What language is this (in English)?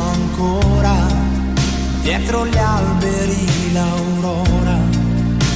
Italian